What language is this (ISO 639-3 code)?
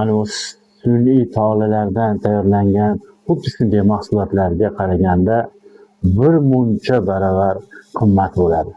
uzb